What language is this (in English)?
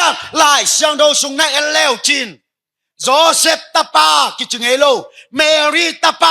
Tedim Chin